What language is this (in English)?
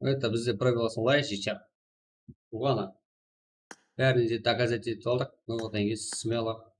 Kara-Kalpak